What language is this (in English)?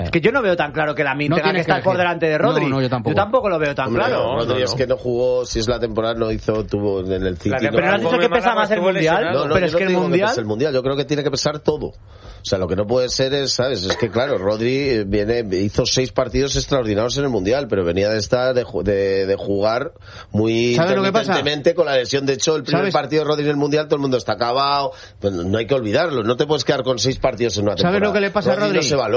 Spanish